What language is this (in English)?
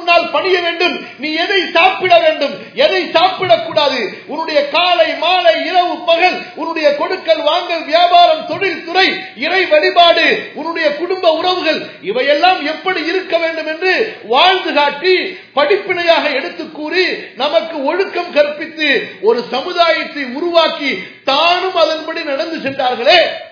Tamil